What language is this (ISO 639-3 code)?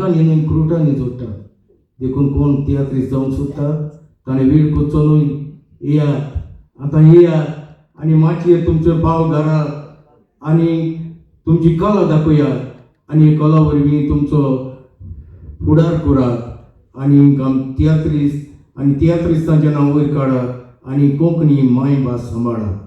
kok